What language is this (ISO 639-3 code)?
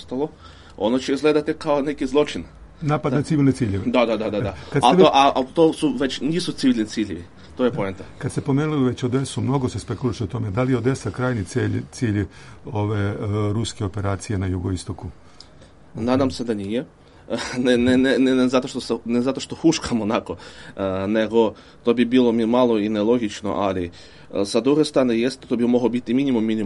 srp